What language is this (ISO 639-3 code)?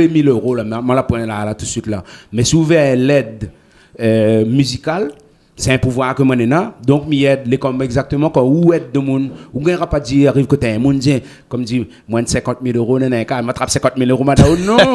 rcf